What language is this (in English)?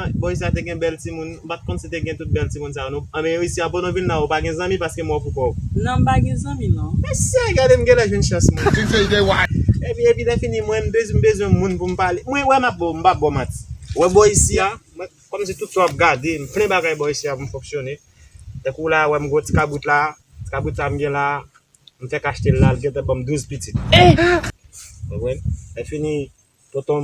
Haitian Creole